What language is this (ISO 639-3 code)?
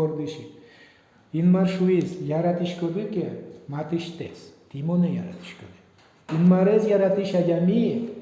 udm